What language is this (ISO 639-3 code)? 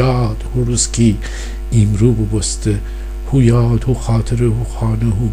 glk